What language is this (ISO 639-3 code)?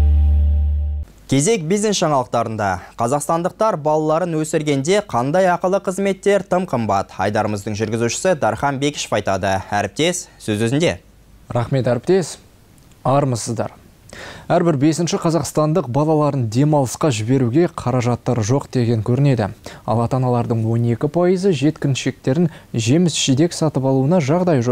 kaz